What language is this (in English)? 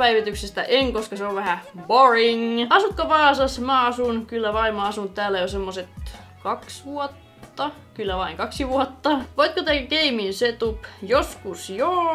Finnish